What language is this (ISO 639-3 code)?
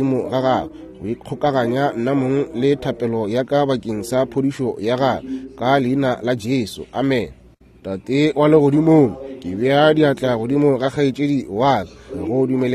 nso